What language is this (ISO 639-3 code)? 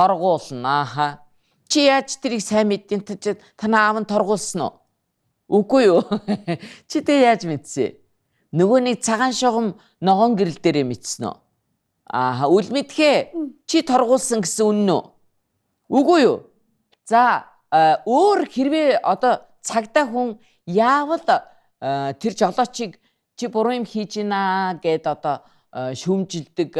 mon